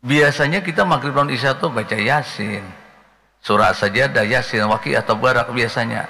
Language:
Banjar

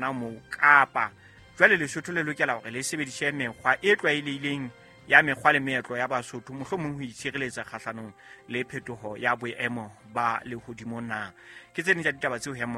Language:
Southern Sotho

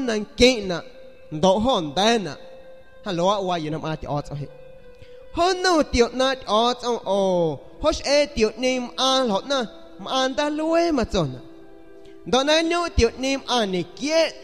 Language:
San Pedro Amuzgos Amuzgo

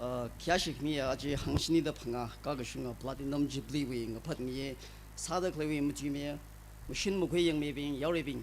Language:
Tangkhul Naga (India)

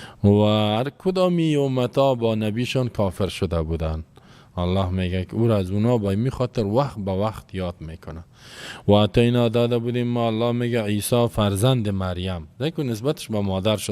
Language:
Persian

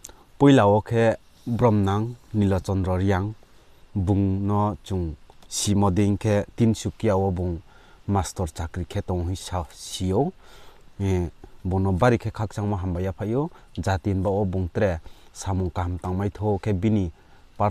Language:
Riang (India)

